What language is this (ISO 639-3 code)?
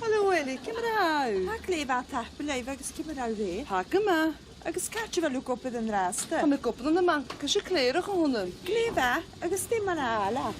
gla